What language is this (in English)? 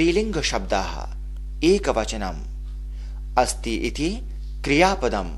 Sanskrit